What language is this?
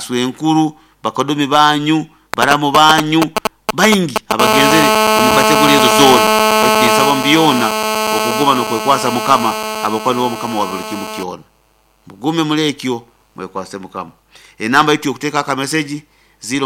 Nyoro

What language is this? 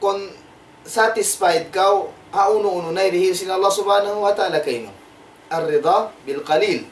Tausug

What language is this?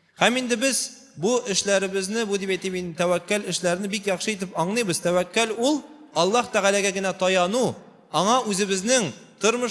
Tatar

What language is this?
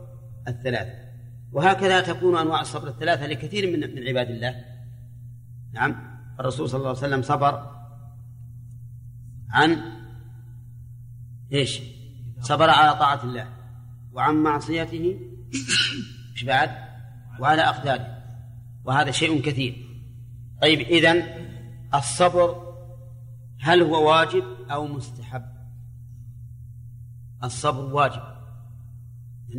Arabic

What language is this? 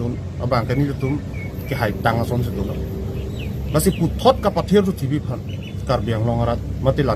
Karbi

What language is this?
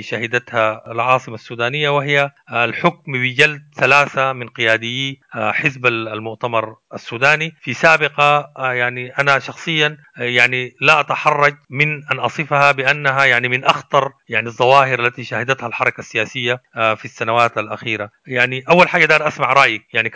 Sudanese Arabic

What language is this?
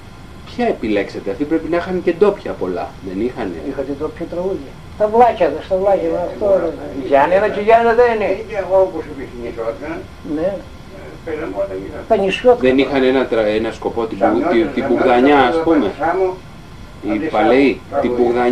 Greek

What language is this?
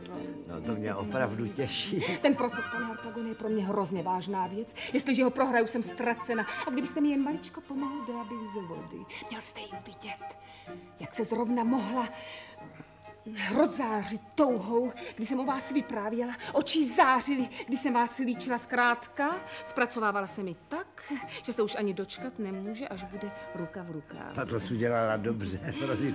Czech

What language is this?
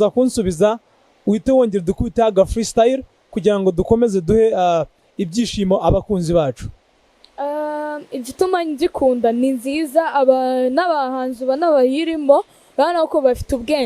Kinyarwanda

